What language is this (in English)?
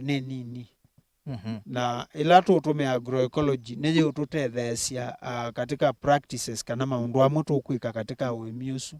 Kamba